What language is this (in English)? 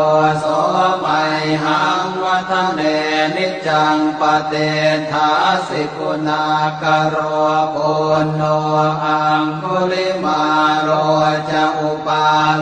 Pali